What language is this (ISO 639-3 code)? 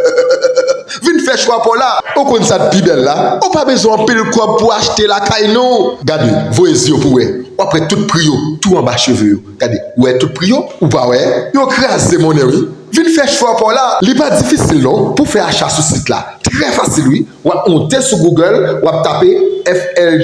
hat